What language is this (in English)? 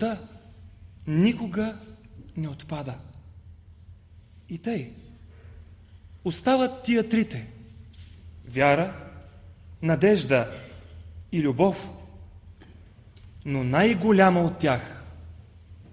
Bulgarian